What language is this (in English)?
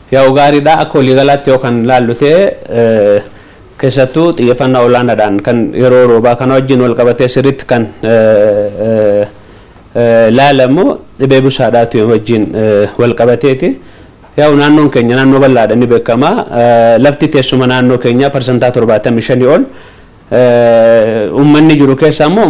Oromo